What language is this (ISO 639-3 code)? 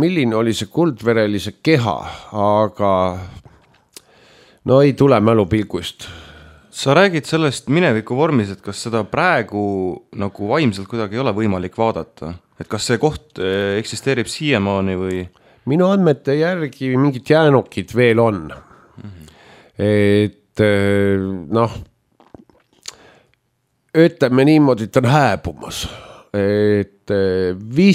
est